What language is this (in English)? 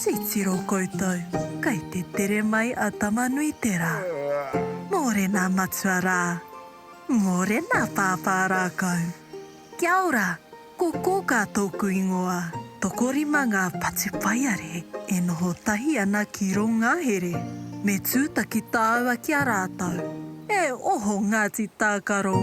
Māori